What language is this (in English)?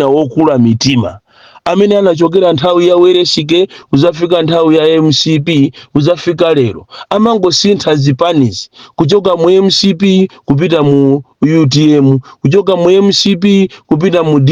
Nyanja